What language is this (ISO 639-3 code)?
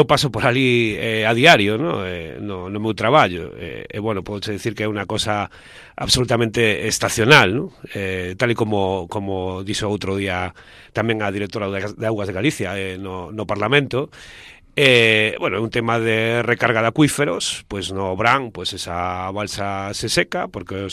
glg